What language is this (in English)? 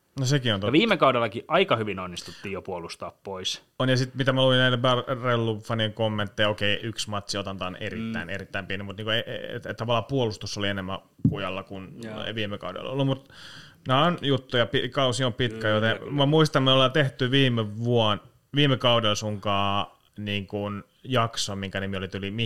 Finnish